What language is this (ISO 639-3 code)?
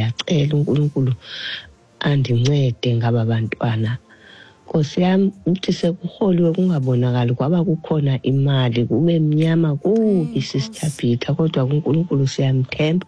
xho